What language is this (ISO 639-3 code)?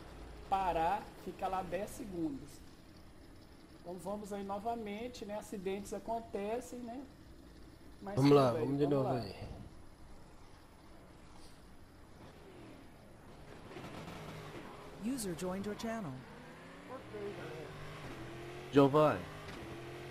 por